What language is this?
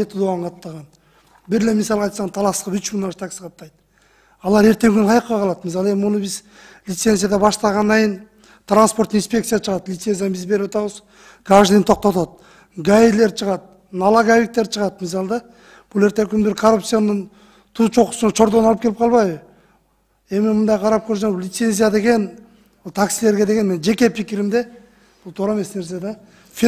Kyrgyz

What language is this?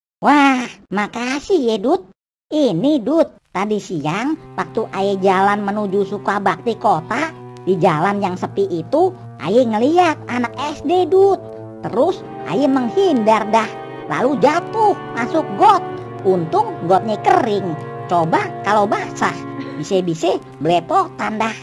Betawi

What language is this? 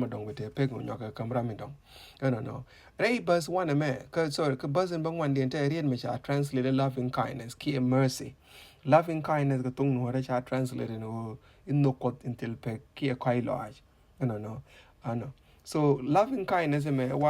Nuer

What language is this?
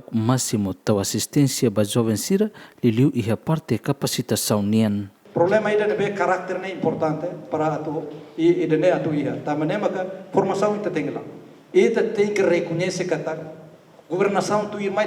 Tetum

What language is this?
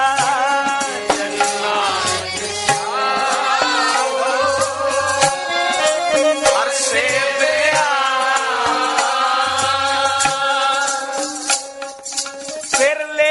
Punjabi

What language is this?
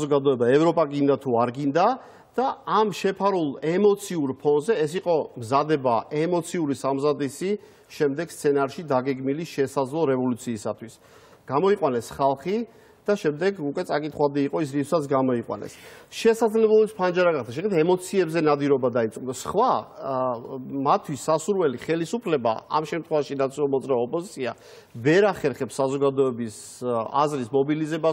Georgian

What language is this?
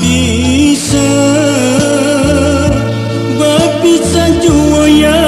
Minangkabau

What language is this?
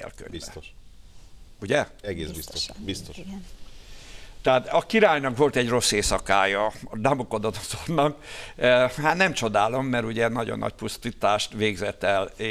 Hungarian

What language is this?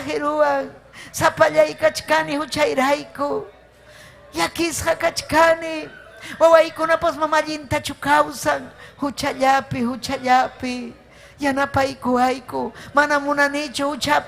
Ayacucho Quechua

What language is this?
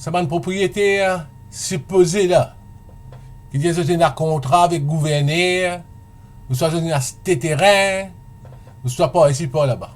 Morisyen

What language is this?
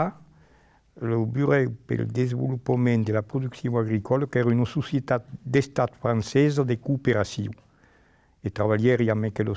Occitan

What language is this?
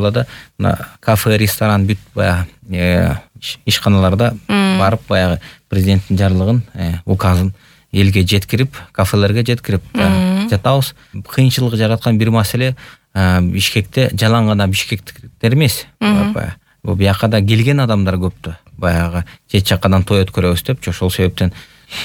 Kyrgyz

